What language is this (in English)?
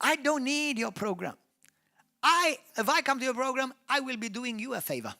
English